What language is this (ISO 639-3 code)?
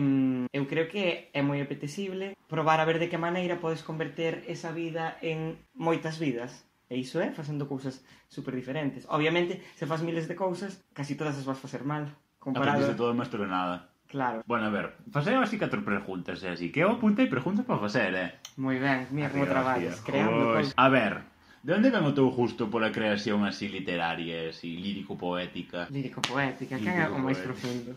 glg